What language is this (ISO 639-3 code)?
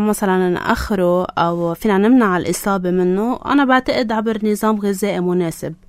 apc